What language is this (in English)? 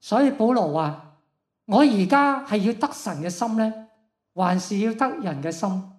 Cantonese